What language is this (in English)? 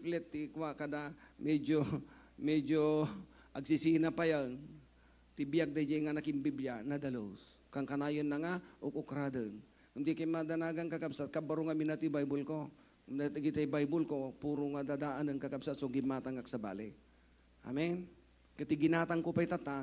Iloko